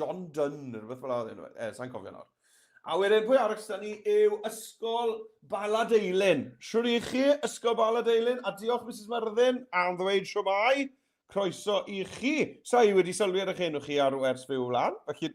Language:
Welsh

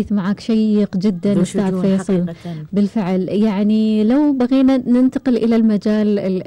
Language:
Gulf Arabic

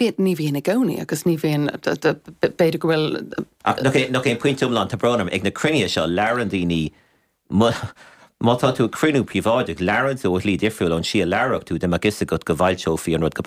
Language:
Irish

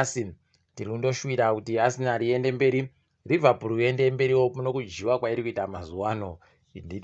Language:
Ndau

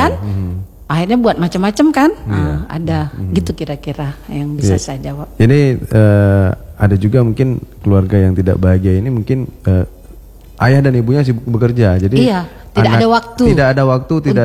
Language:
Indonesian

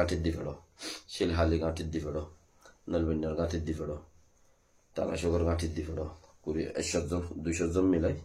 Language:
Rohingya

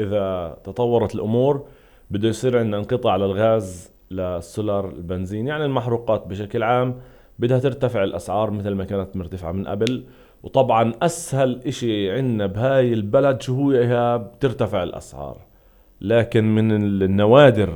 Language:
North Levantine Arabic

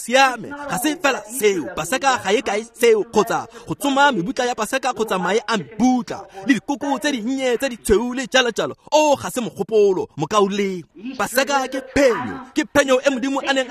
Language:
Tswana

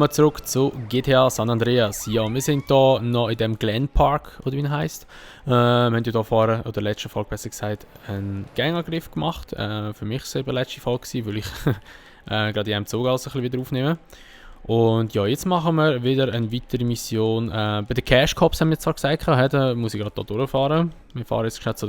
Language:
Swiss German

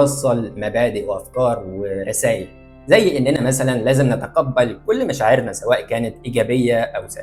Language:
Egyptian Arabic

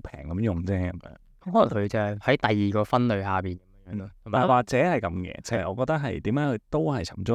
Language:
Cantonese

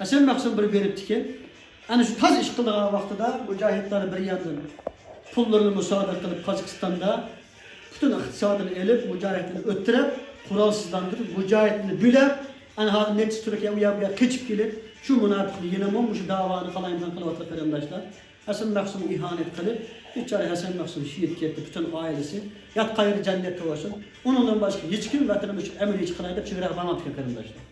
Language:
Uyghur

